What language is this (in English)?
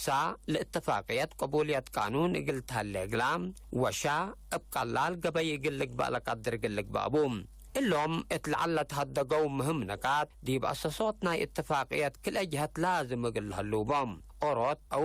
Tigre